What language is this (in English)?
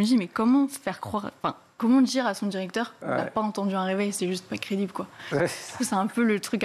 French